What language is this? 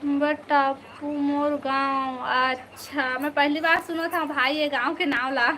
Chhattisgarhi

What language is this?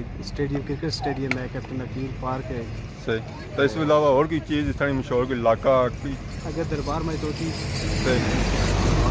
Pahari-Potwari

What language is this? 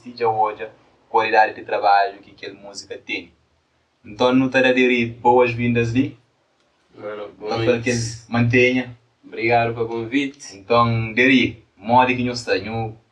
Kabuverdianu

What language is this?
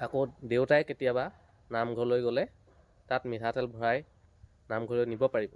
Assamese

